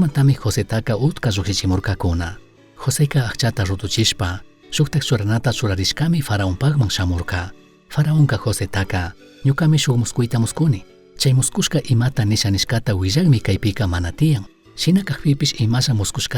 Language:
Chimborazo Highland Quichua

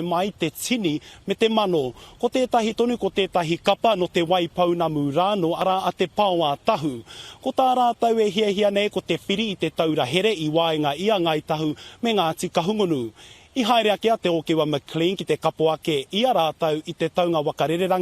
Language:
Māori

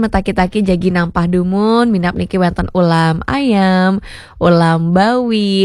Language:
Balinese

